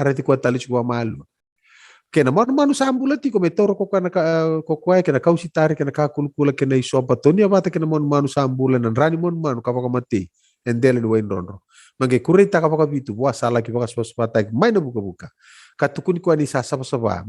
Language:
Fijian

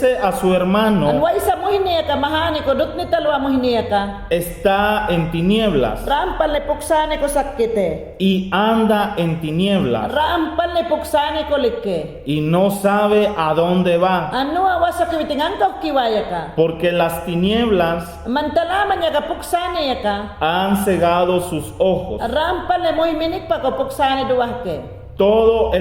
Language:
Mayangna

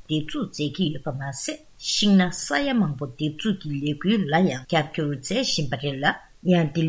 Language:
Tibetan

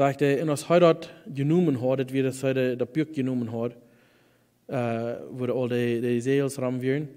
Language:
Plautdietsch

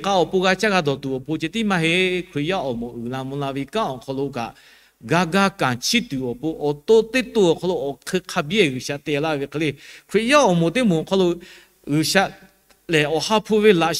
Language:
Lahu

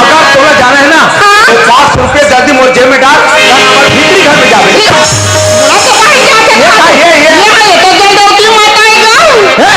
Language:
Chhattisgarhi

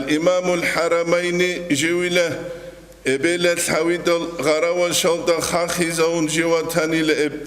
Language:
Avaric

